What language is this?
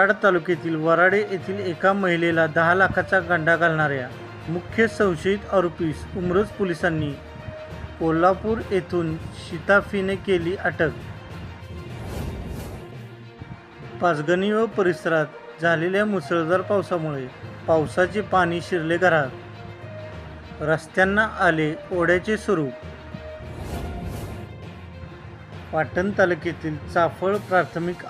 Marathi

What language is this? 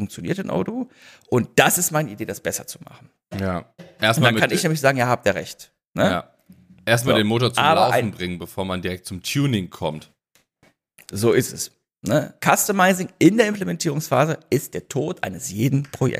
German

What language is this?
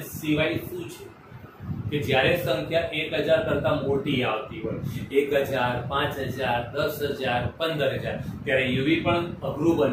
Gujarati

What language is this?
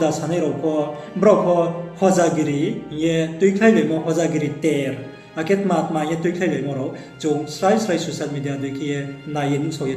Riang (India)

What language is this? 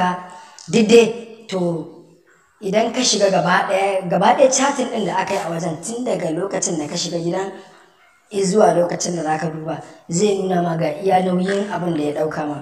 Hausa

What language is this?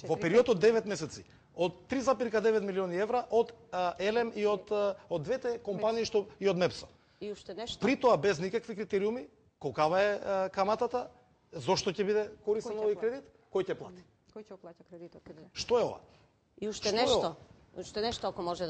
Macedonian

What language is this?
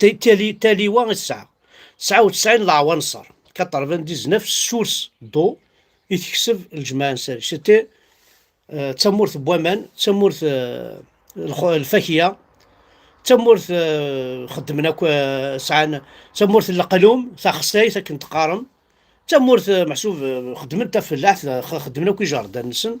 Kabyle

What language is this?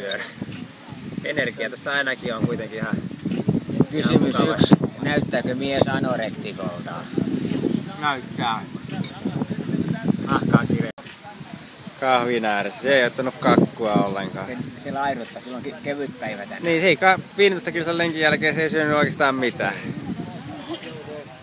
Finnish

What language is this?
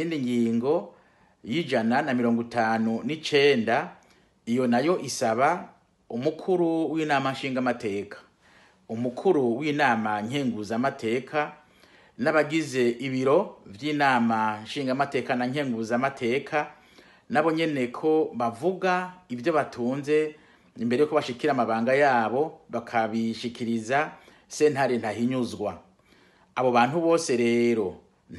Rundi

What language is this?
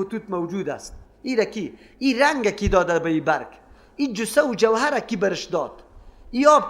Persian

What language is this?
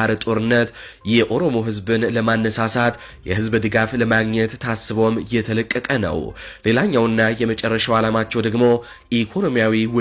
Amharic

